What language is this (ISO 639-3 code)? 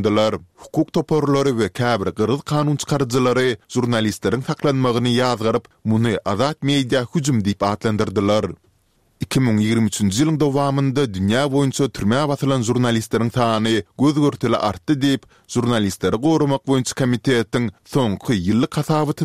tuk